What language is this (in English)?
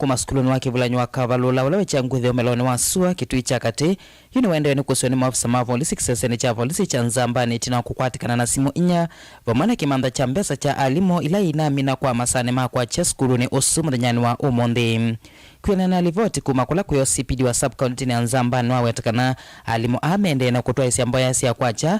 Kamba